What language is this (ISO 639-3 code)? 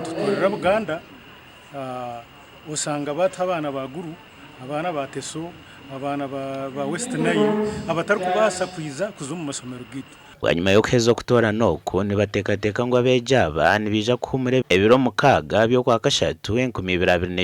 nyn